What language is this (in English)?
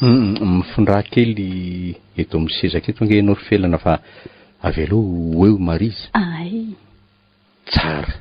Malagasy